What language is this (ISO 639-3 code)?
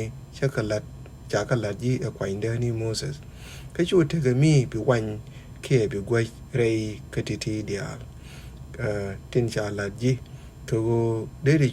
nus